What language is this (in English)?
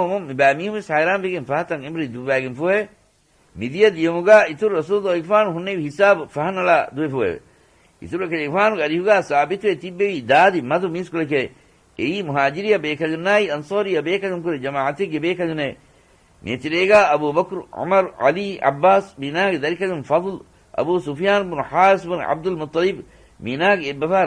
Divehi